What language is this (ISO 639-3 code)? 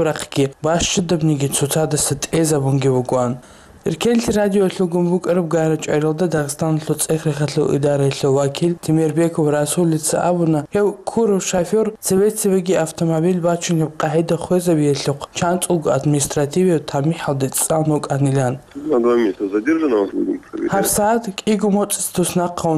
ava